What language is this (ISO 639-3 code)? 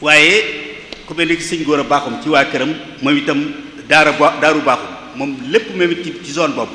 wol